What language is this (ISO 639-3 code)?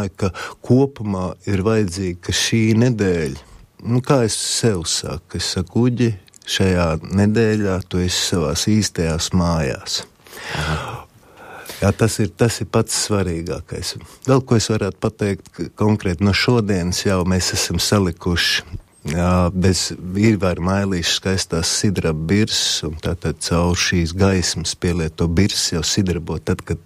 lav